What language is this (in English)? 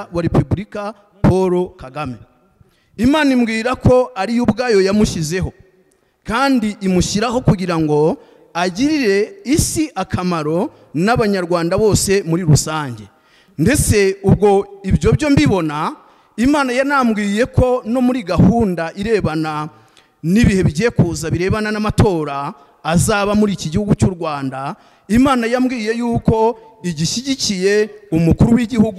Kinyarwanda